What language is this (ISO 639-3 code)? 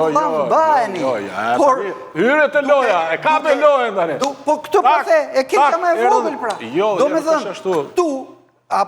sqi